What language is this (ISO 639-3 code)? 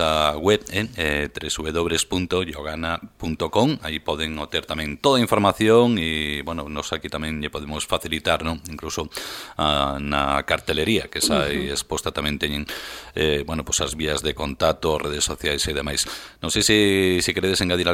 glg